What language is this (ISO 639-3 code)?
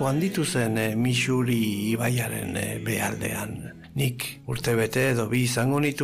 eus